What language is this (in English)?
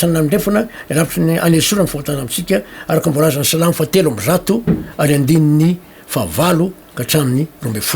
Malagasy